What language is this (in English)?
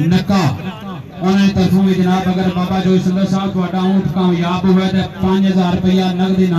Pahari-Potwari